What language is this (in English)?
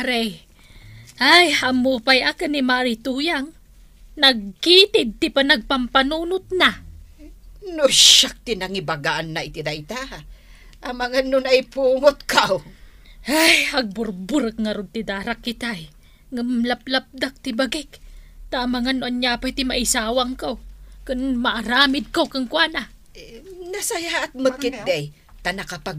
Iloko